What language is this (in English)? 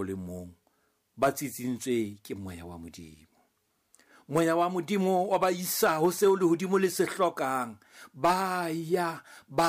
Southern Sotho